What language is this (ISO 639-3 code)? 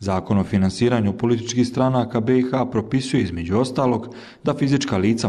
bos